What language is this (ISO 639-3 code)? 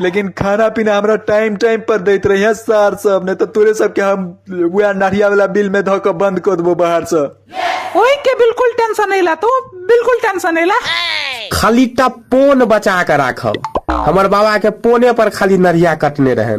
mai